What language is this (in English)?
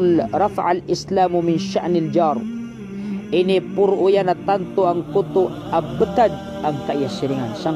Maranao